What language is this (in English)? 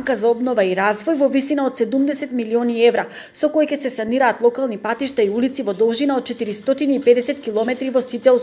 Macedonian